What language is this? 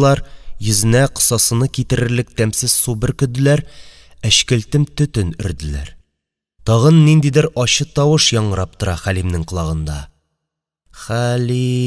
Tatar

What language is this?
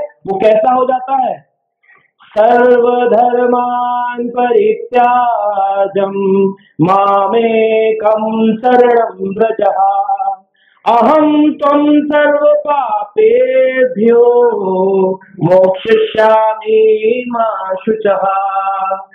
Hindi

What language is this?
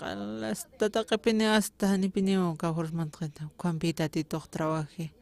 Aymara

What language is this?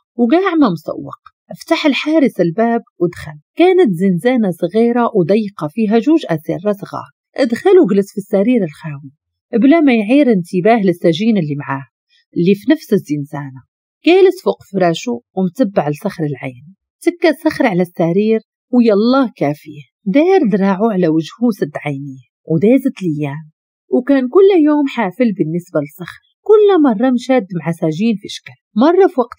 Moroccan Arabic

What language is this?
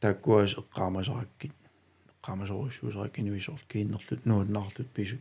Kalaallisut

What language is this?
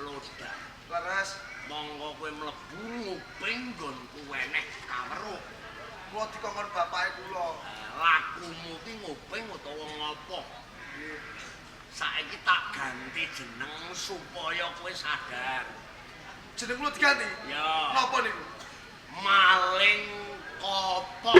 Javanese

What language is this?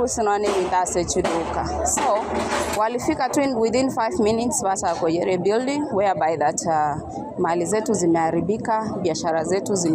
Gusii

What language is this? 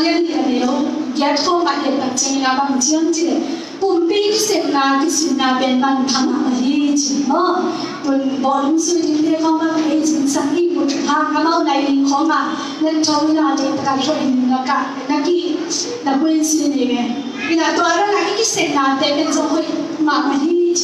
Tedim Chin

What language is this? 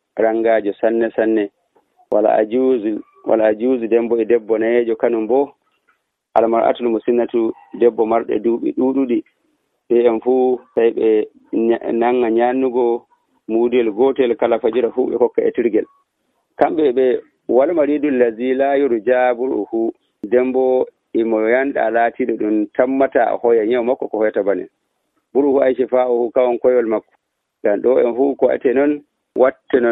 Nigerian Fulfulde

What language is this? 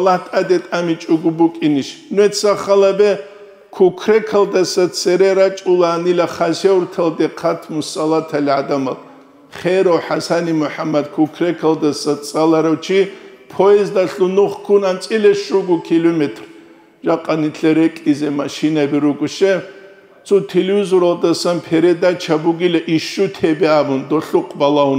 Avaric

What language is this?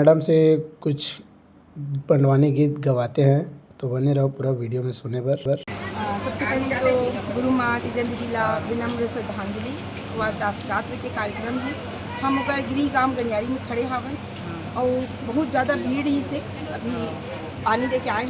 Chhattisgarhi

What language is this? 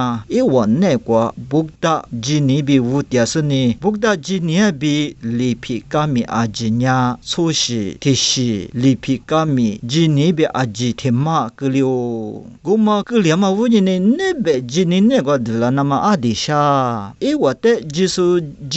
Lisu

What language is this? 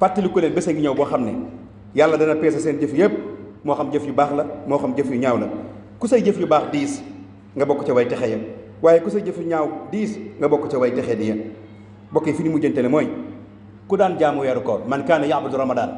Wolof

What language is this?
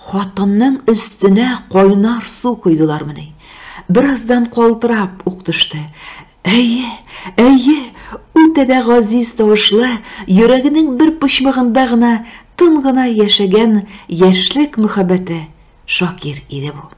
Tatar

